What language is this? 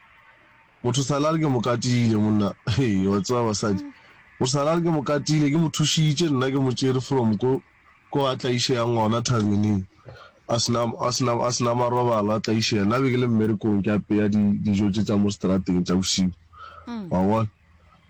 Northern Sotho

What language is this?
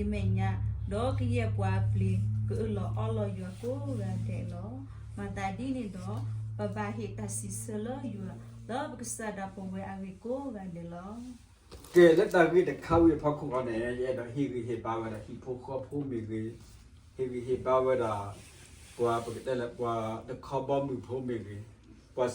S'gaw Karen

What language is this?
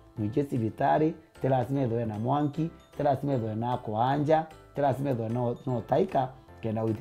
Meru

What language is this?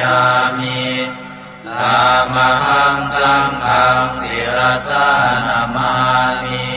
Pali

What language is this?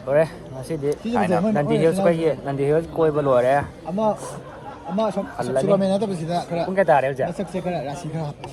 Manipuri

